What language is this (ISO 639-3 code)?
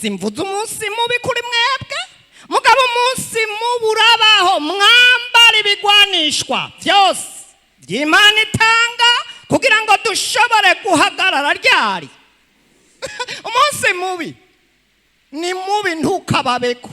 run